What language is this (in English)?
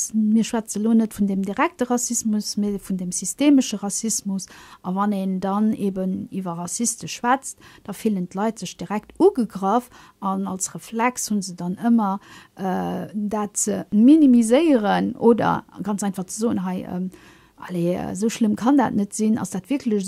Luxembourgish